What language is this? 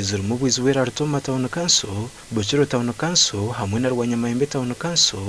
Nyankole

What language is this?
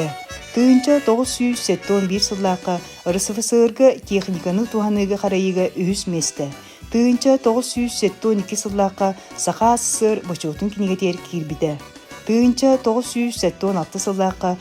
Yakut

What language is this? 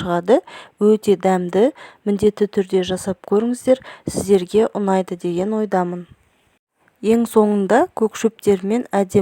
Kazakh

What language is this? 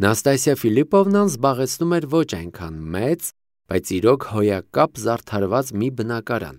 Armenian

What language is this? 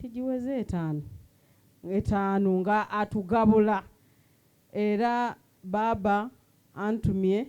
Soga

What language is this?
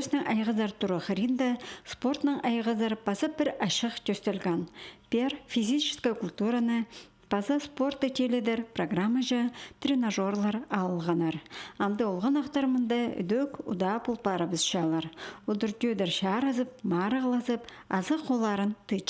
Khakas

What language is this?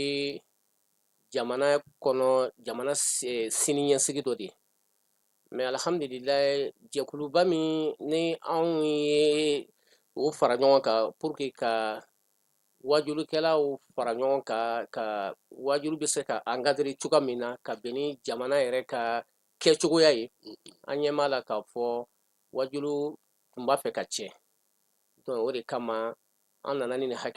Bambara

